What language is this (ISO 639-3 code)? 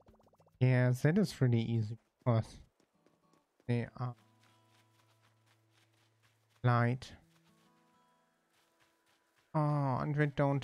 eng